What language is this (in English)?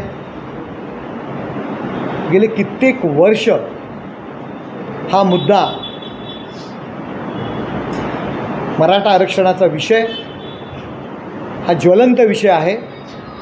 Marathi